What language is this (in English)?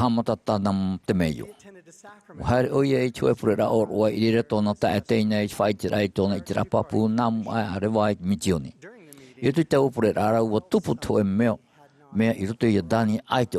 Tahitian